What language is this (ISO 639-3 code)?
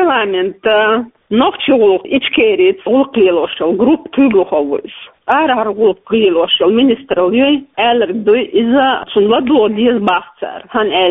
che